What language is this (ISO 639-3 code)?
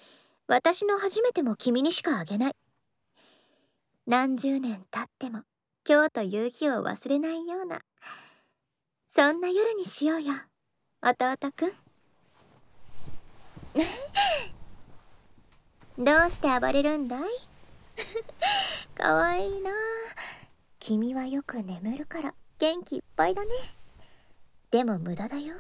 jpn